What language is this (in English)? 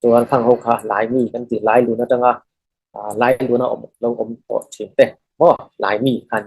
Falam Chin